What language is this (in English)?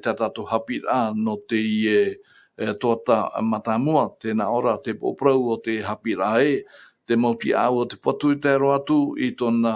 Tahitian